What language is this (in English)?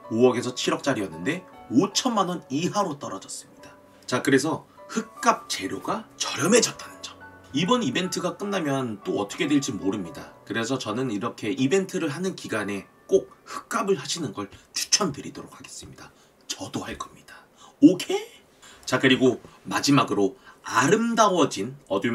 Korean